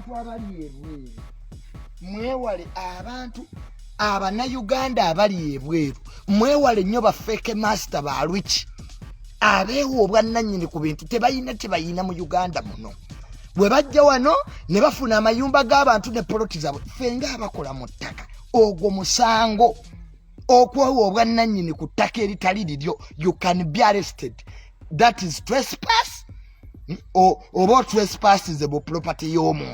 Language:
Ganda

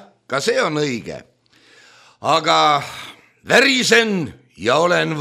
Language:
Estonian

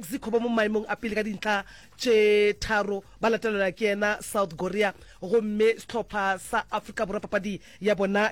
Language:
Northern Sotho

